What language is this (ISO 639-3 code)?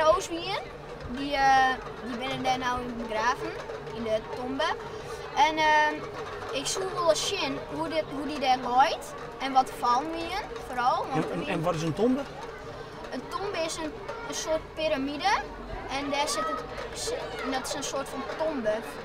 fry